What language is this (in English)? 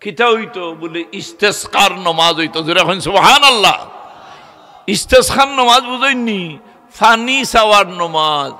Sylheti